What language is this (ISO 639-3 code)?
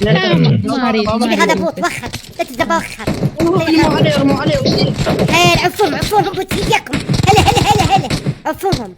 acm